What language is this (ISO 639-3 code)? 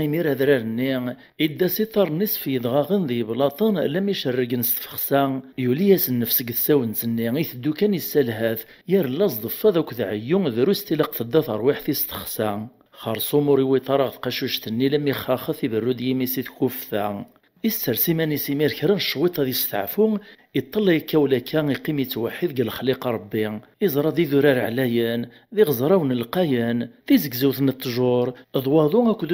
kab